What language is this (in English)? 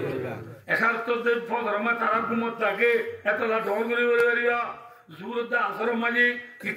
Rohingya